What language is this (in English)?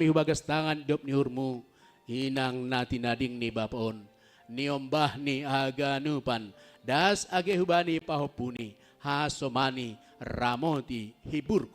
Batak Simalungun